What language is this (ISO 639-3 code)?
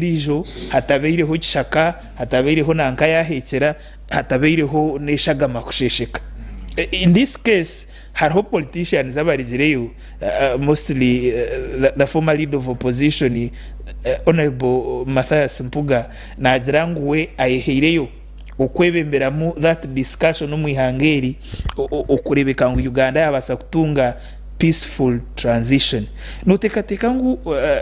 nyn